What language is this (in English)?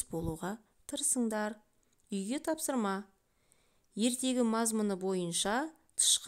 Kazakh